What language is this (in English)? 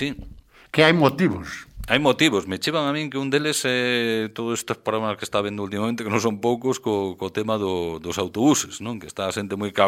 Galician